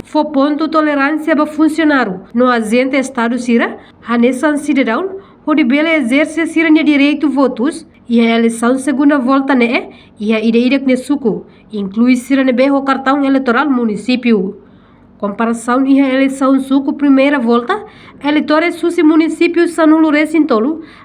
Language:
Tetum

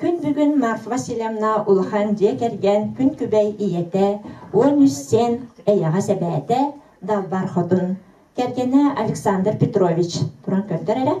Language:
Yakut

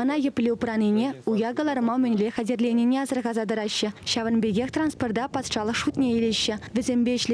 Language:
Chuvash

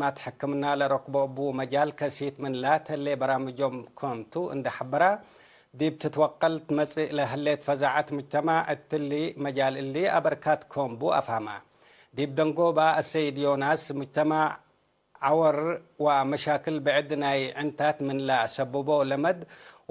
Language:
Tigre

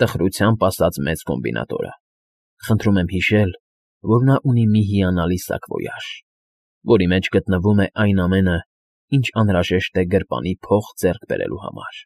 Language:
Armenian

